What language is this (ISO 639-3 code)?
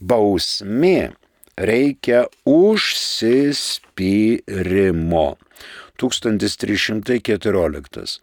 lit